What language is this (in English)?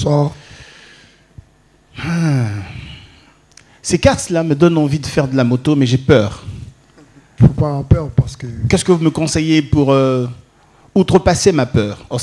French